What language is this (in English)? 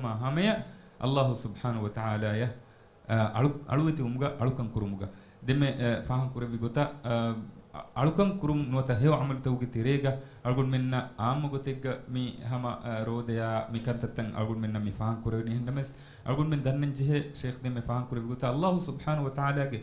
Divehi